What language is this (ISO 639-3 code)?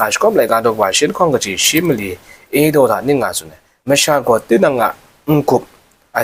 kac